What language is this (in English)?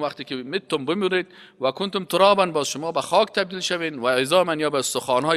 Persian